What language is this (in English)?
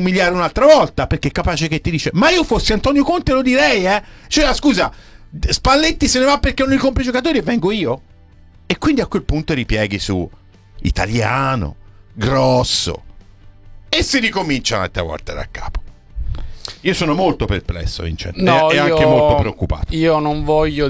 Italian